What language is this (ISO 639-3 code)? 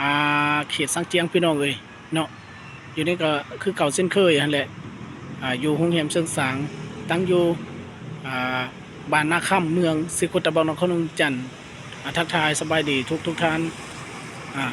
lao